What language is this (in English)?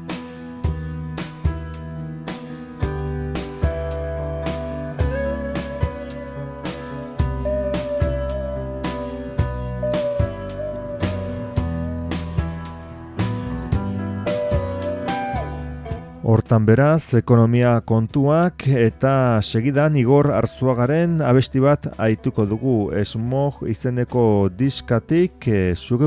Basque